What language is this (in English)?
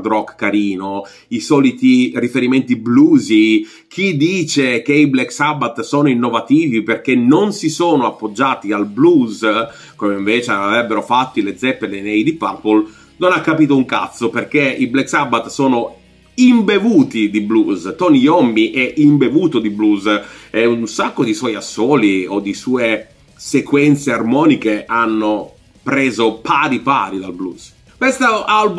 Italian